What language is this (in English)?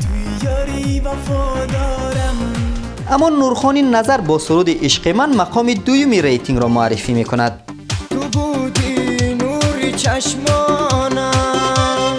Tajik